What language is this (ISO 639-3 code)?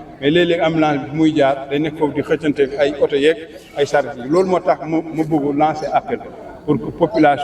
wol